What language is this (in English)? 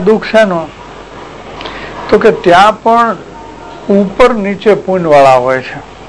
Gujarati